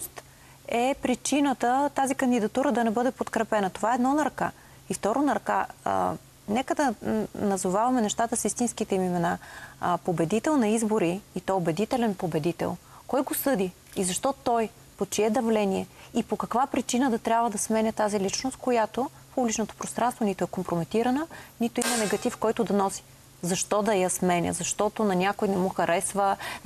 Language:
Bulgarian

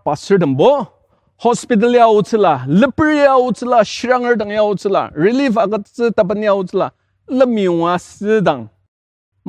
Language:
Ao Naga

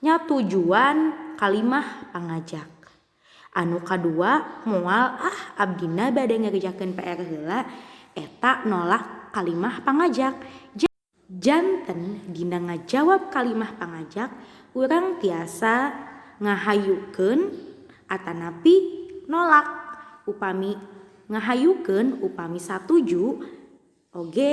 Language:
Sundanese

